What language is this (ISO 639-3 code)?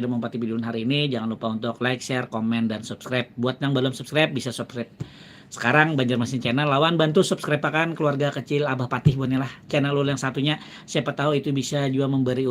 bjn